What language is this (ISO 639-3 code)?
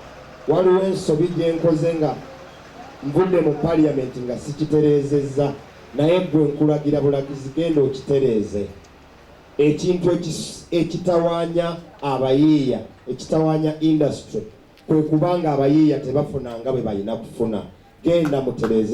lug